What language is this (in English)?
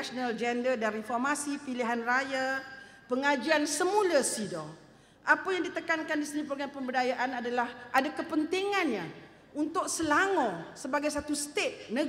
Malay